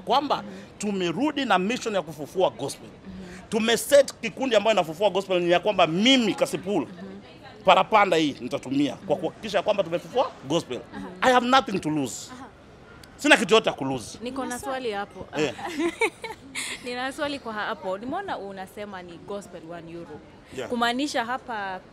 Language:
Swahili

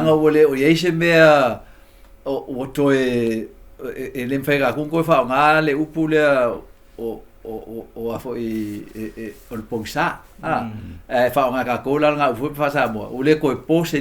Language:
Samoan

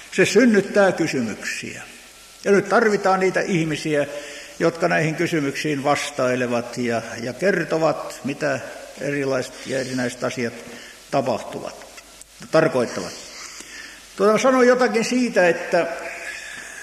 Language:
Finnish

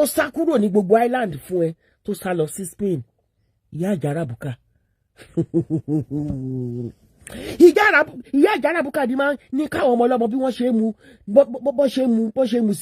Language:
Yoruba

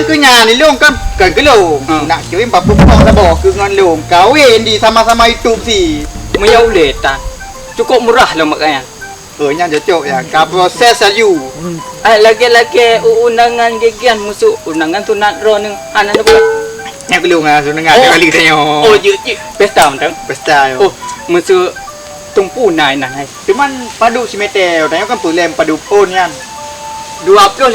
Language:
Achinese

